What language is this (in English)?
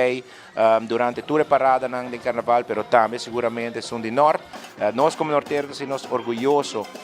Papiamento